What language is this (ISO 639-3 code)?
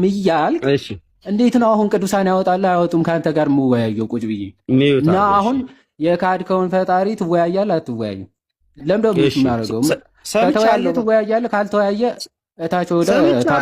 amh